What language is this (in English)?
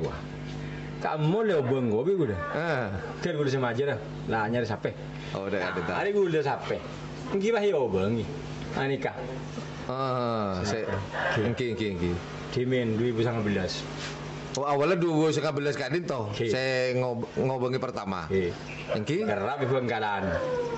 Madurese